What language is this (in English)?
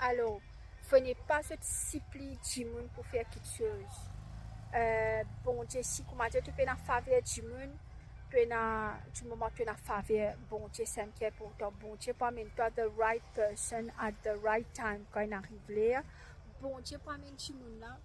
Morisyen